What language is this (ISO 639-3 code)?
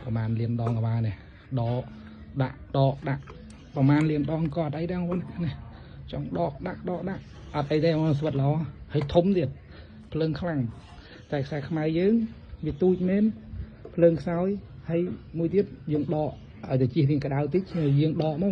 khm